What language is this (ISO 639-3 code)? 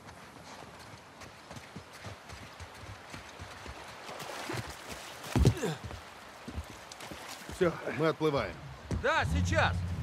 rus